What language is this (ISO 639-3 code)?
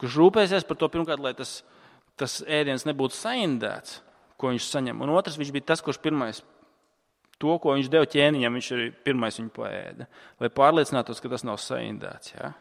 lav